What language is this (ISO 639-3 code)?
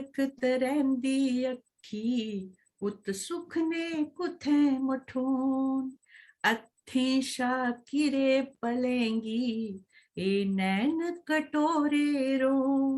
doi